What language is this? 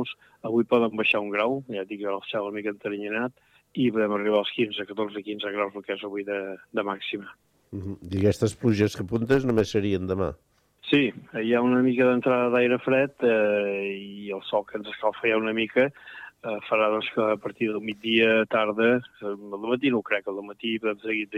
Catalan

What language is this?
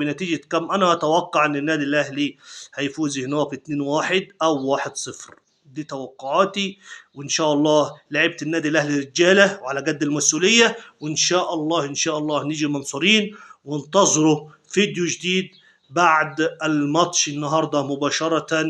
Egyptian Arabic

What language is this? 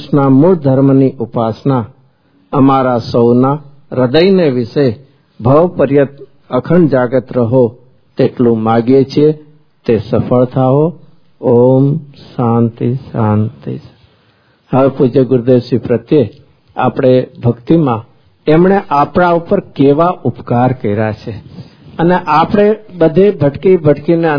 Gujarati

